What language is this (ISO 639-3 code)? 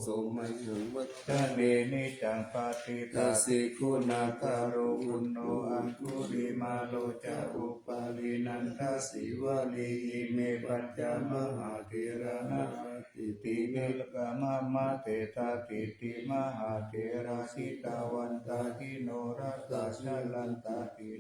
pli